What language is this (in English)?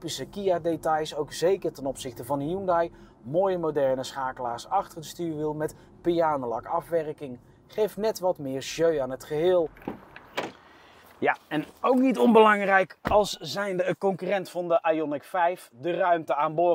Dutch